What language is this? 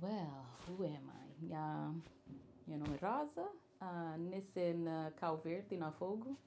Kabuverdianu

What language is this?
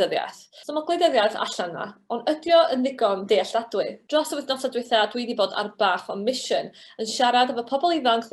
Welsh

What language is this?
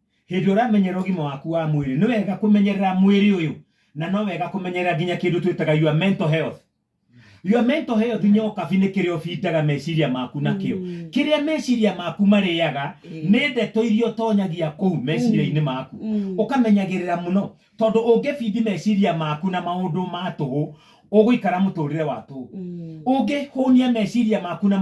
Kikuyu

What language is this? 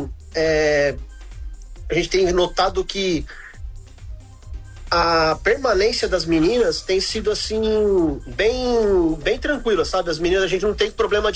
Portuguese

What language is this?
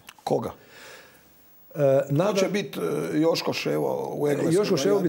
Croatian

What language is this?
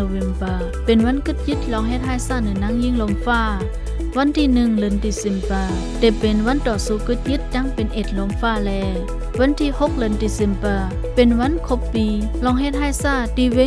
Shan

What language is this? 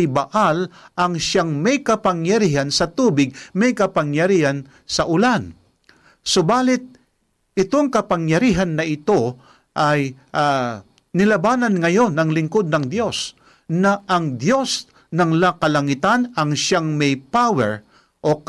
Filipino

